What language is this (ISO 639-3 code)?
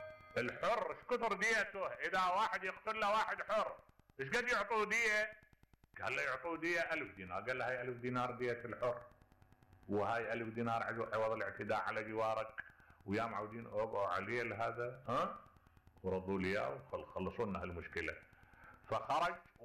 acm